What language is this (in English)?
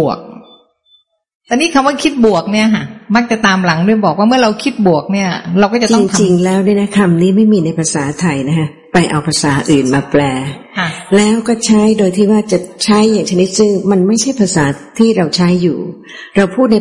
Thai